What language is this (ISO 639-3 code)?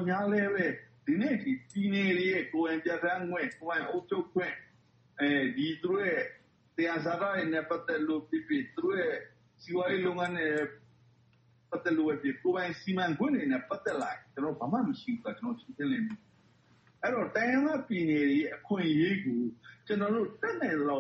mya